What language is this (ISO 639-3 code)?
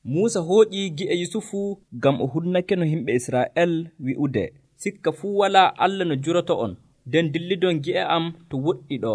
fuv